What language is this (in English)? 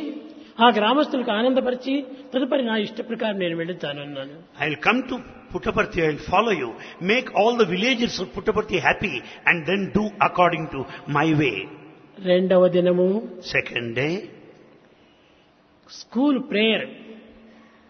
Telugu